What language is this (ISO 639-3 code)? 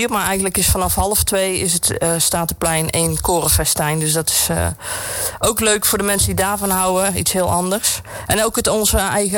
nld